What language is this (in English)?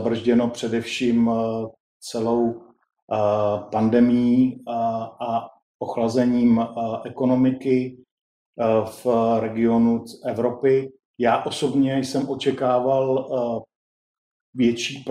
Czech